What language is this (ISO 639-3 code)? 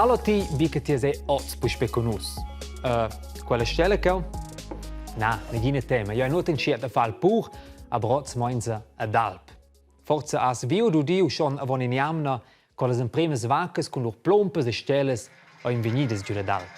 roh